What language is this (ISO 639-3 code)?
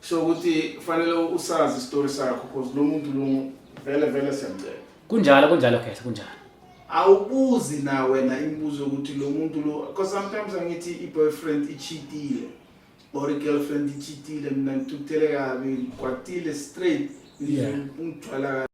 zul